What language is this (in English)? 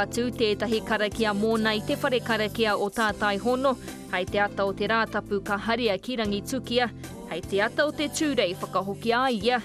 Māori